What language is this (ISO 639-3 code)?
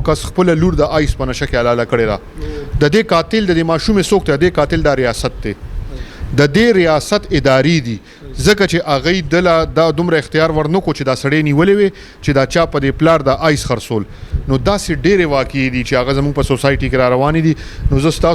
pus